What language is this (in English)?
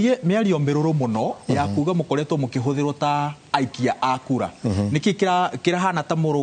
Kikuyu